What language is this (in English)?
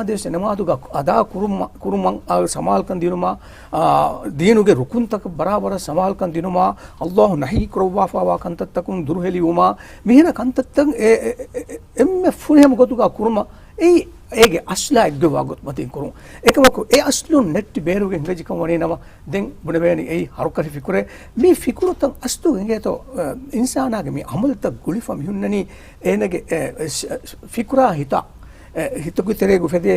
Divehi